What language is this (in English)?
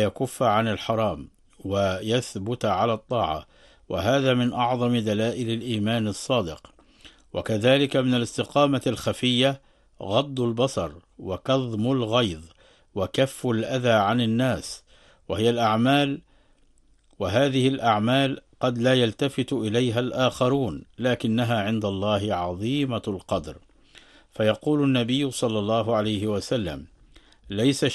Arabic